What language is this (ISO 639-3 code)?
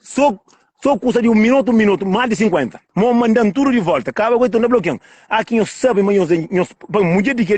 kea